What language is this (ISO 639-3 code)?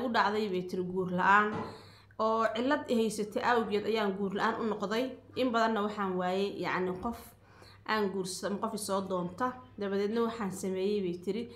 som